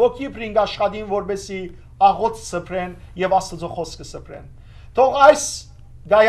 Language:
Western Armenian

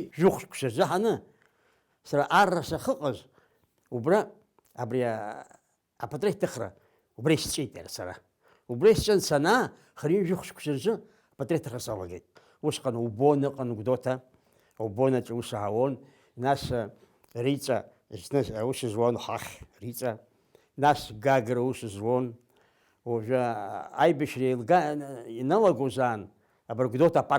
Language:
Abkhazian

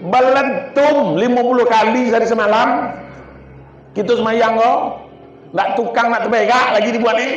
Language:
Minangkabau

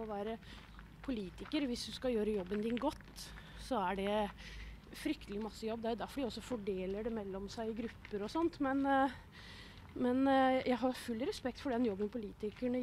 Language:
Norwegian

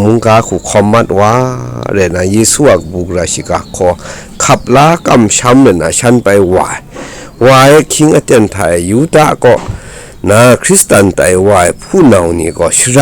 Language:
Kachin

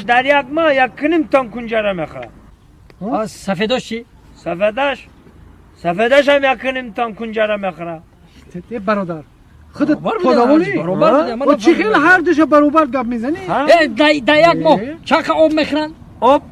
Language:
Tajik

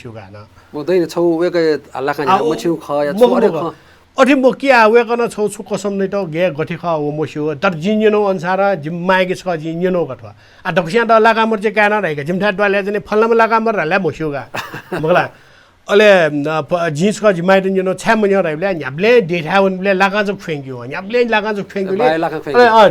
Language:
Newari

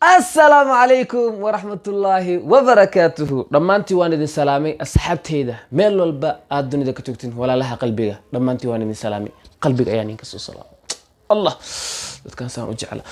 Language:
Somali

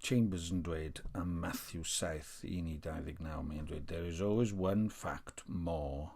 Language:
Welsh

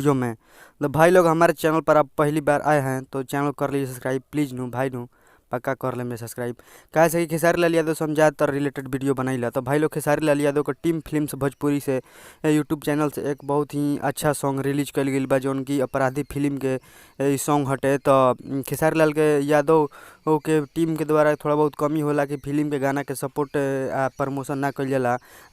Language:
Bhojpuri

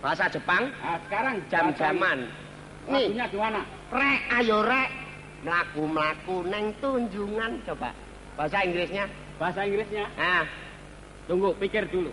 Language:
Betawi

